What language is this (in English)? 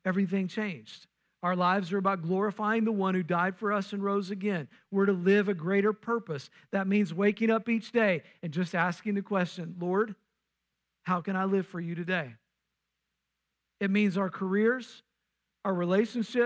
English